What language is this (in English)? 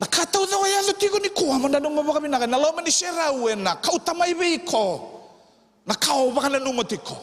Fijian